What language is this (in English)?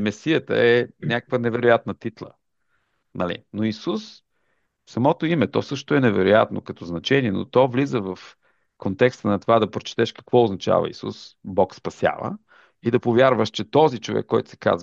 Bulgarian